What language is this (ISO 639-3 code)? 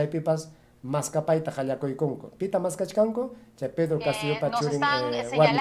quy